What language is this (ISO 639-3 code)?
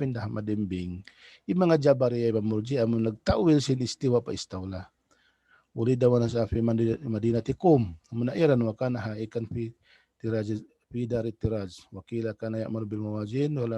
tsg